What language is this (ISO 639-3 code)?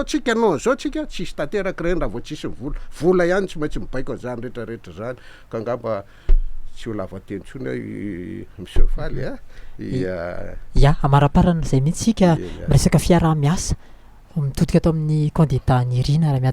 mlg